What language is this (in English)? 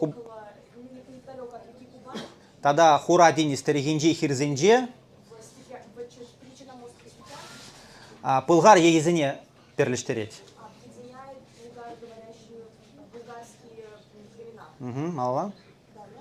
Chuvash